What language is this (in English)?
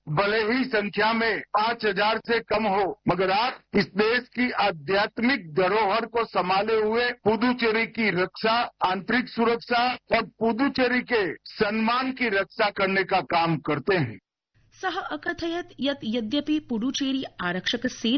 Sanskrit